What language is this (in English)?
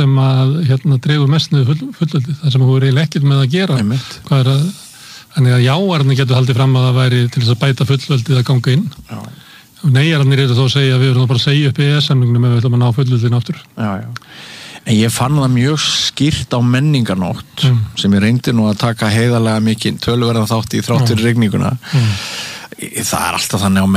Icelandic